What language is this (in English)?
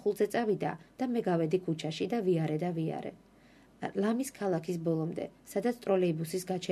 Georgian